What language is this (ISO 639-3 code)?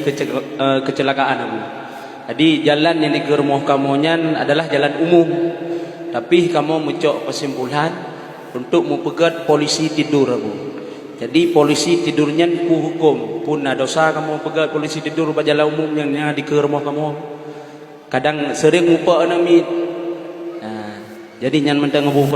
ace